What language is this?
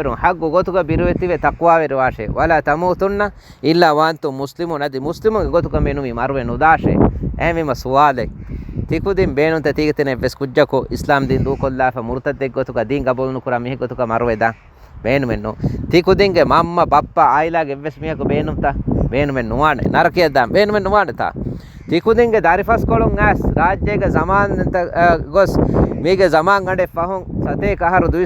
Divehi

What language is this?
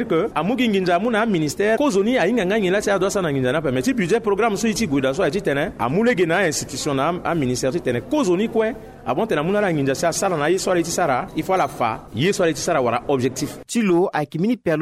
Sango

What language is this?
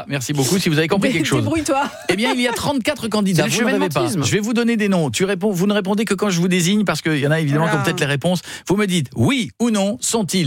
French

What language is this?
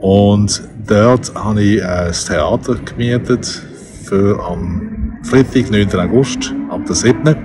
Swiss German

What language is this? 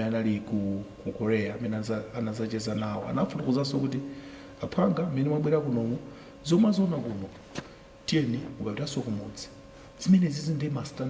Nyanja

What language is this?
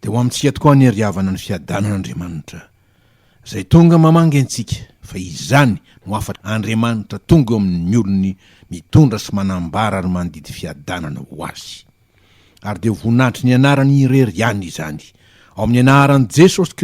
Malagasy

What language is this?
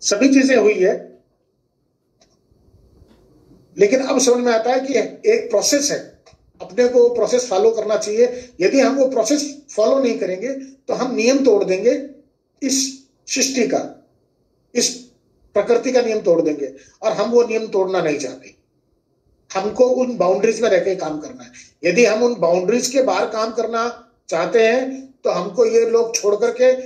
Hindi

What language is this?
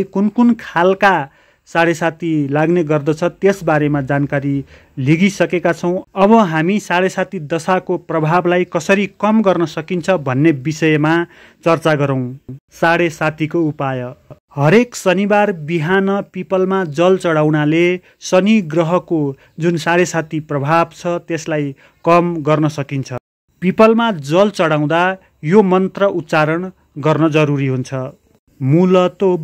Nepali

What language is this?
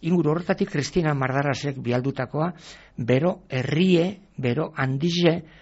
Basque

